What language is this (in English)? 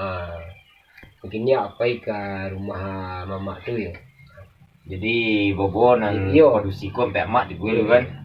Minangkabau